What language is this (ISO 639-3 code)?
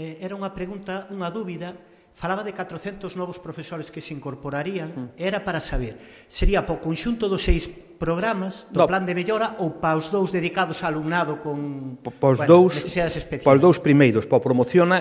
glg